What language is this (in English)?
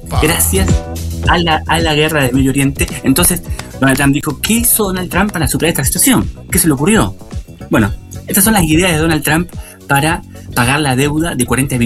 Spanish